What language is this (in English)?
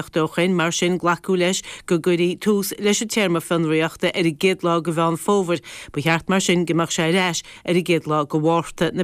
Irish